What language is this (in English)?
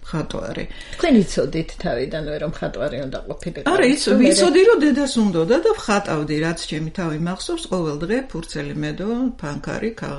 Georgian